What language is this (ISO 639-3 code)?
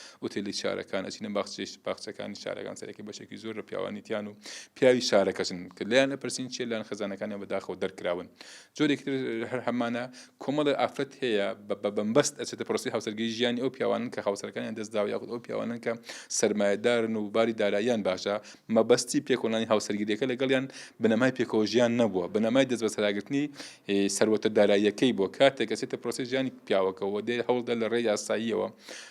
ckb